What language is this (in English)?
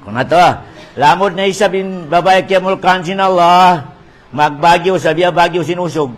Tausug